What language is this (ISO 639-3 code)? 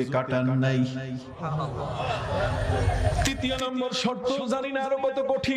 ben